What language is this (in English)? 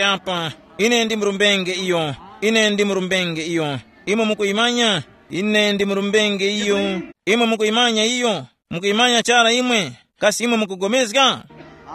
Tumbuka